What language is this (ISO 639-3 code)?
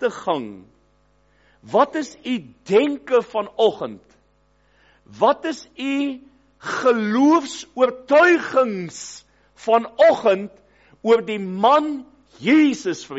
afr